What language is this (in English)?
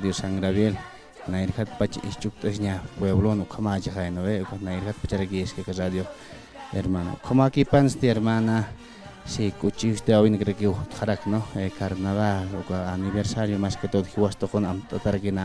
Aymara